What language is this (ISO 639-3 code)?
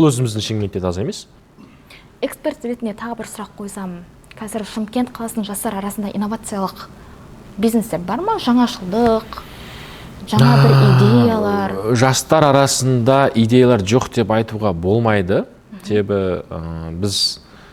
kaz